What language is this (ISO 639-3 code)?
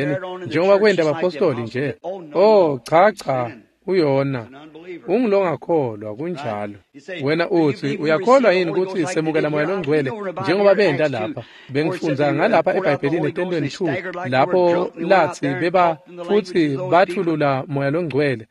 ssw